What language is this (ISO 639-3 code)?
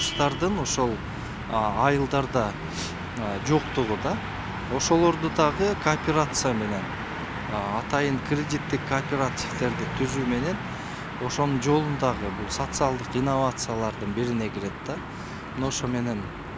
kir